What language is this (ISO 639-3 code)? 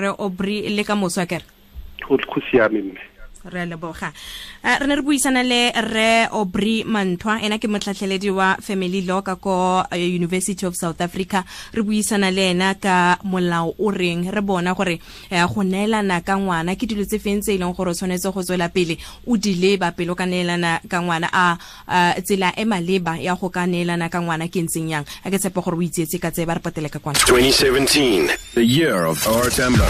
tsn